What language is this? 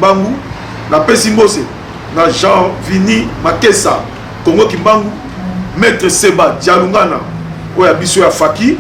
Lingala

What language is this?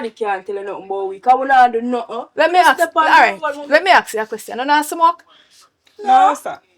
Jamaican Creole English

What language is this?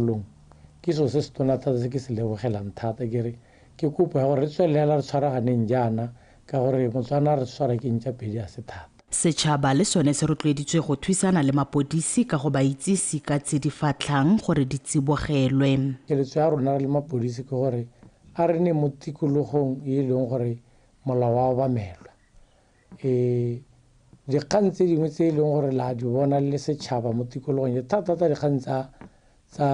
Tswana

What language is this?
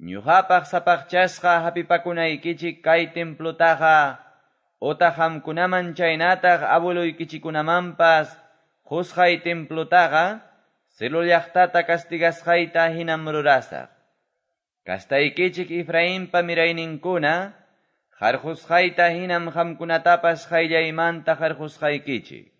Quechua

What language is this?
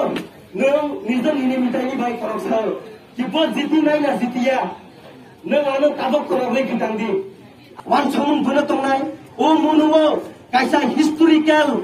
Kok Borok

